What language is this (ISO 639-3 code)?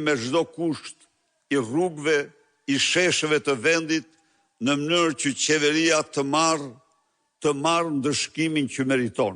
sqi